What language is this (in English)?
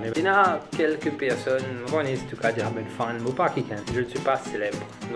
Morisyen